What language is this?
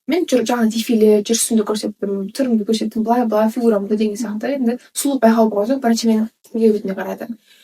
Kazakh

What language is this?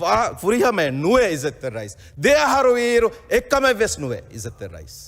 Divehi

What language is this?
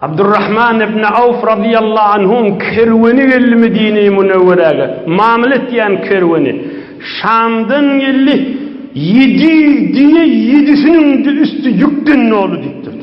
Turkmen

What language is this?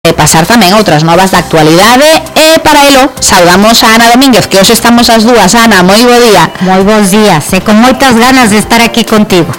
Galician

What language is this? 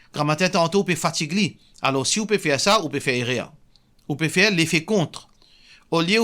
Morisyen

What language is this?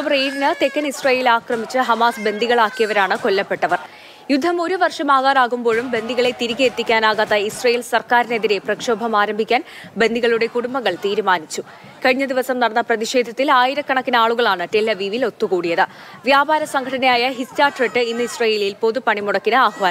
Malayalam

